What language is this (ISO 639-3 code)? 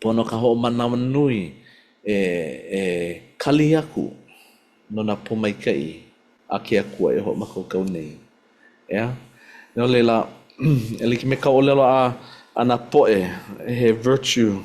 haw